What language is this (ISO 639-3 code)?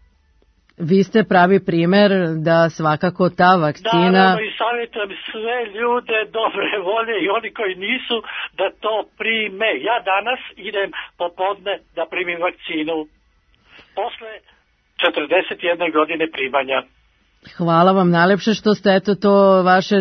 srp